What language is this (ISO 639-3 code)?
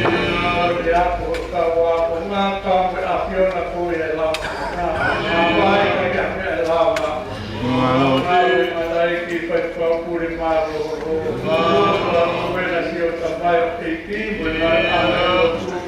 ton